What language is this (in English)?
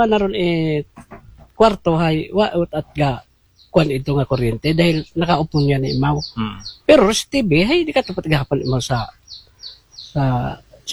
Aklanon